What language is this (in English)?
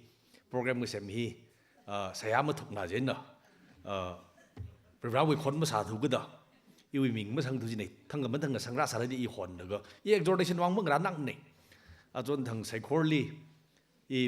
Tangkhul Naga (India)